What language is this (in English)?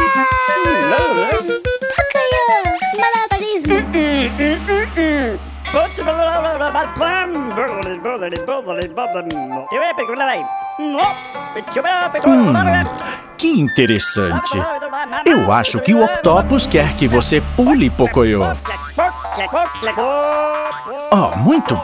Portuguese